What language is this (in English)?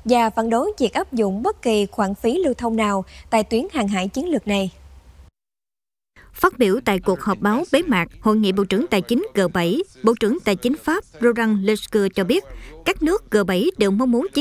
Vietnamese